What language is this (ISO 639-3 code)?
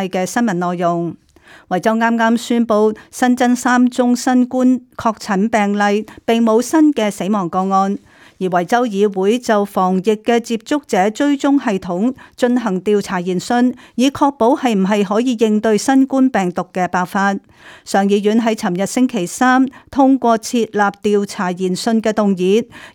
yue